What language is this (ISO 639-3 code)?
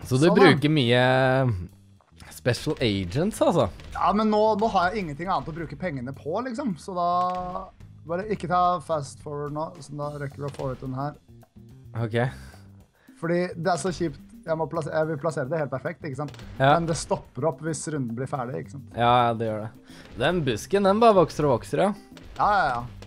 nor